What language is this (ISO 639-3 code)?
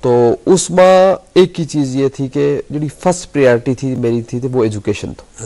gju